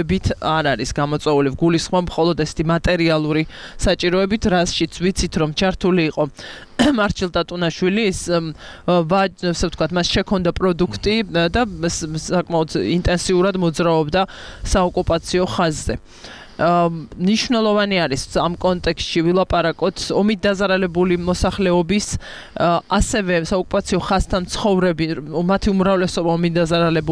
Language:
Georgian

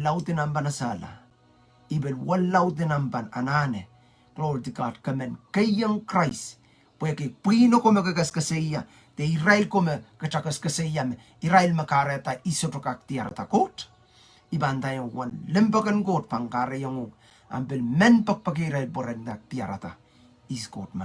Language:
Pohnpeian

